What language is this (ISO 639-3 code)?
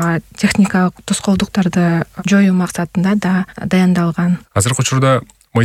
kir